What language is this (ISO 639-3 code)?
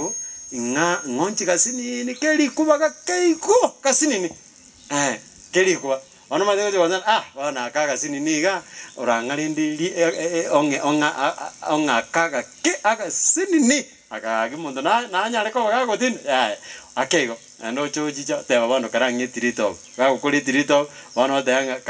guz